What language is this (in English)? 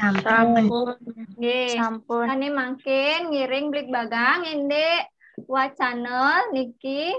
Balinese